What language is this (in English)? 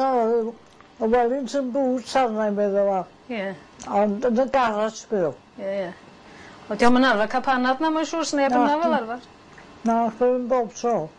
Welsh